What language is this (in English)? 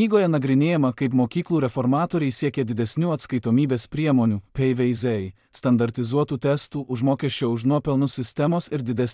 Lithuanian